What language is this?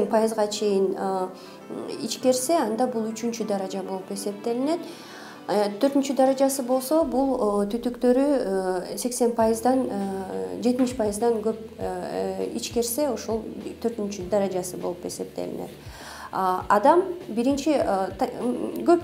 Kyrgyz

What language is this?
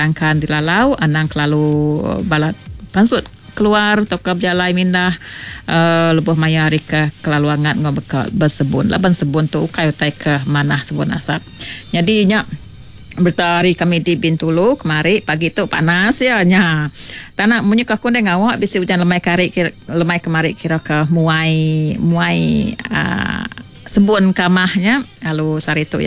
Iban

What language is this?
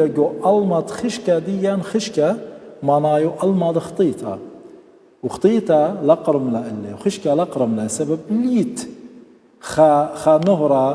Assyrian Neo-Aramaic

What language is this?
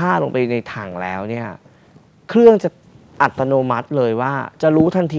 Thai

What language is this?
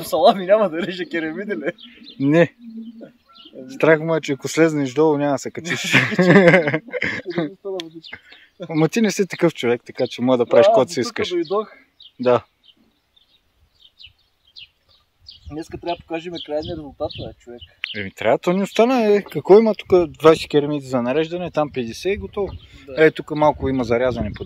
Bulgarian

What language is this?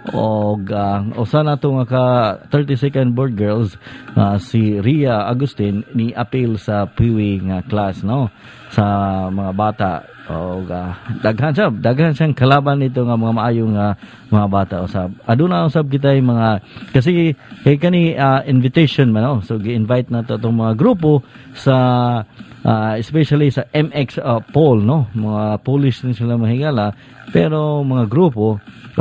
Cebuano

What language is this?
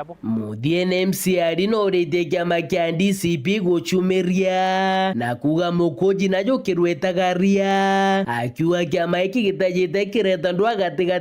Meru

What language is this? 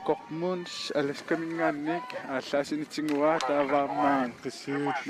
Kalaallisut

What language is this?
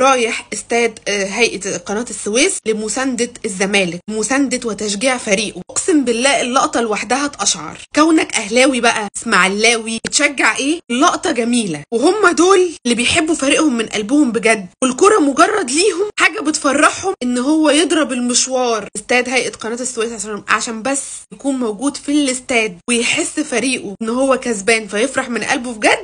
Egyptian Arabic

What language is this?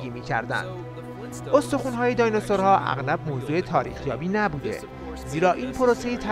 Persian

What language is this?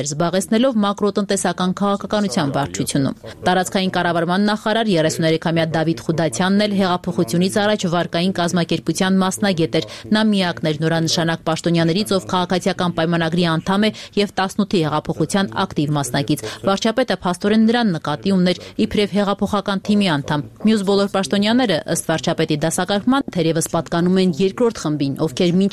Armenian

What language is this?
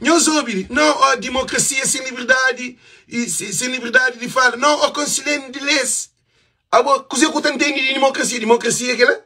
Kabuverdianu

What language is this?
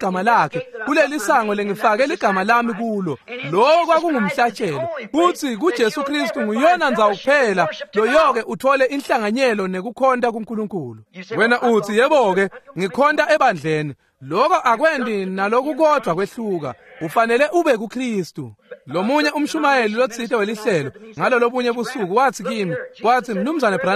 Swati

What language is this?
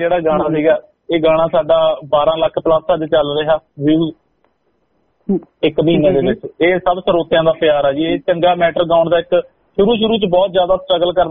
Punjabi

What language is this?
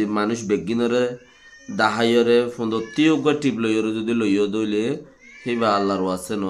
Rohingya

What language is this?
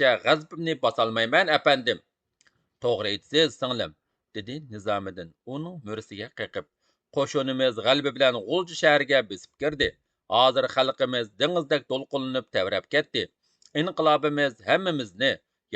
Uyghur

